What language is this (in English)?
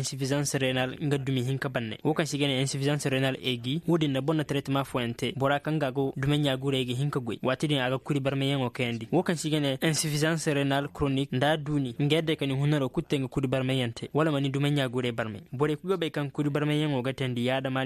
Koyraboro Senni